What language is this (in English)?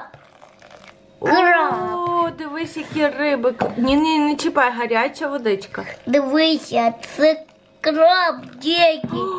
Ukrainian